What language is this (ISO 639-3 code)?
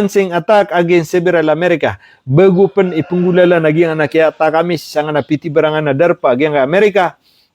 mrw